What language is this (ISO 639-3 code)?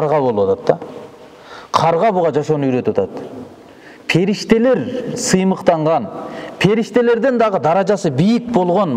kir